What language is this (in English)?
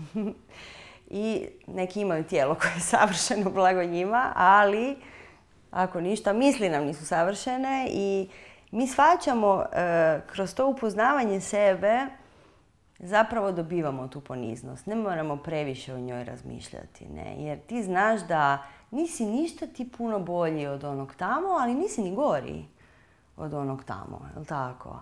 Croatian